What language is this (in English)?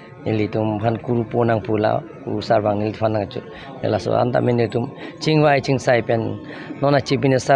Karbi